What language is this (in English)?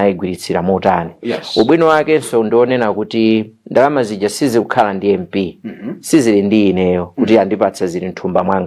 Nyanja